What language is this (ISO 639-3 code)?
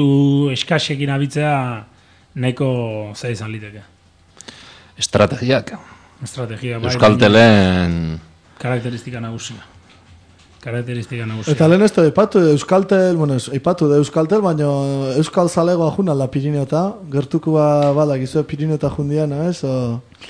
eus